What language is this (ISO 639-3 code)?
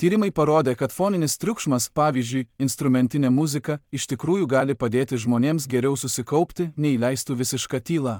lit